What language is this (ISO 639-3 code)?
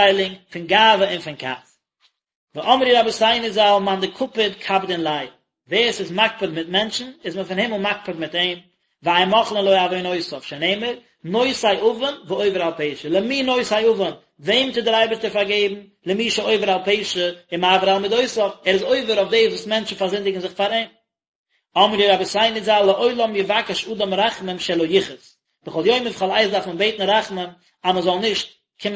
yid